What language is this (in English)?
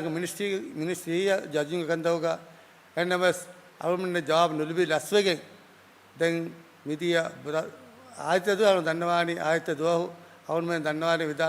Divehi